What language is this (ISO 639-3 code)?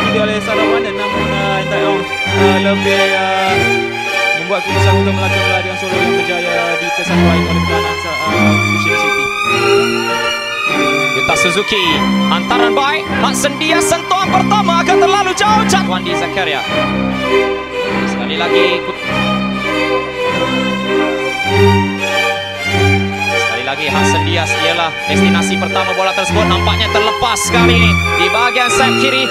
msa